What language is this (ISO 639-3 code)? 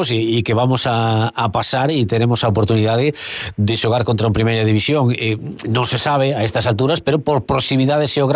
glg